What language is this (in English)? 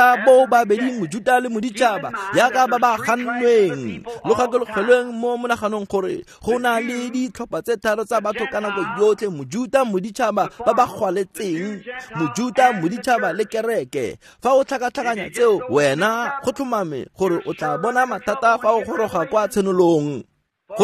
Tswana